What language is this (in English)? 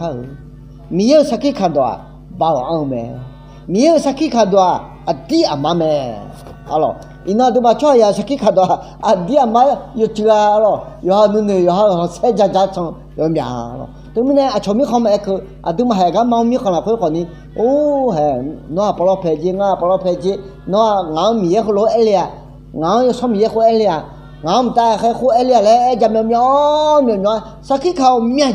Akha